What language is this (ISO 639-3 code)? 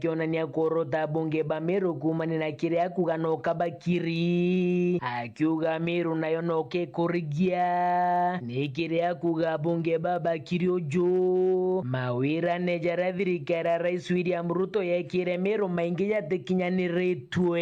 mer